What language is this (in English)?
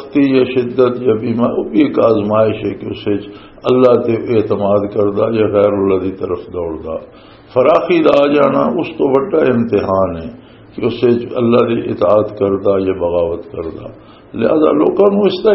Western Panjabi